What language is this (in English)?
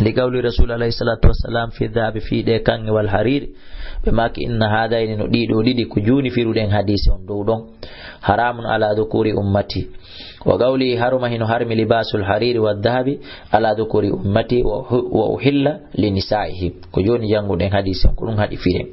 Fula